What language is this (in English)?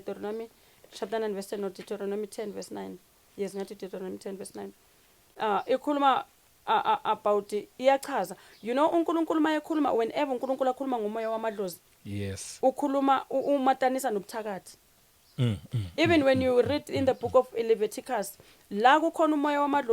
Zulu